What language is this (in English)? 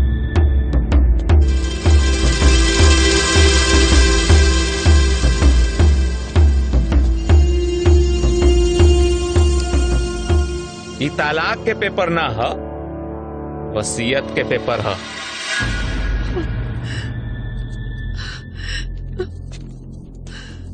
Bhojpuri